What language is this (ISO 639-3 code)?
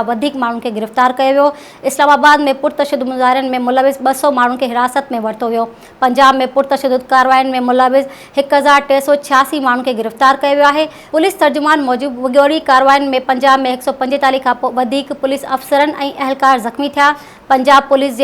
snd